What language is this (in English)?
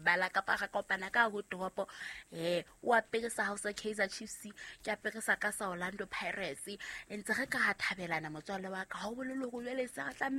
Southern Sotho